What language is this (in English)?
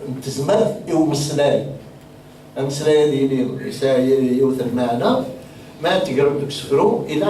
Kabyle